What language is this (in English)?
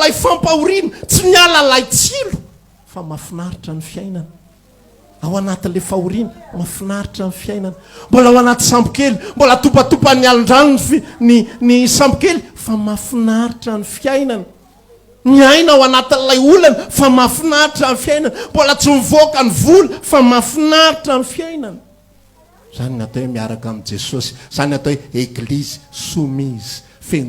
Malagasy